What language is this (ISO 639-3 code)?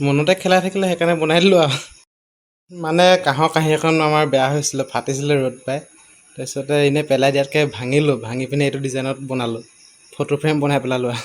asm